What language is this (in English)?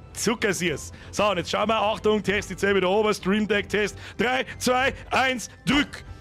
Bavarian